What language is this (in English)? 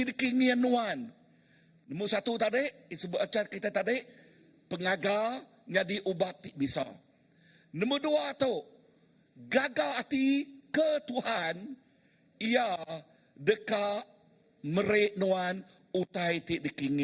Iban